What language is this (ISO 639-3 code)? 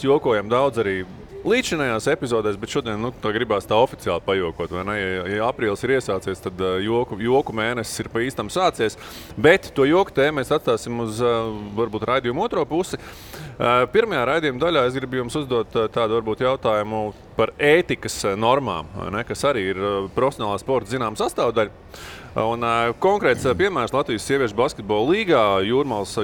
lav